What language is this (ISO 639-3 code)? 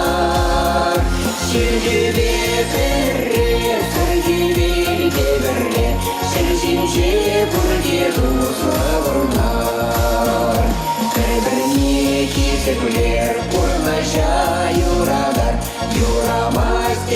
chv